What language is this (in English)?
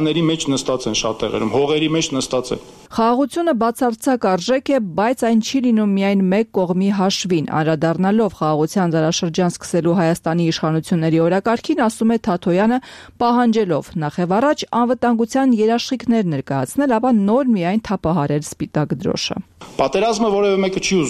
Armenian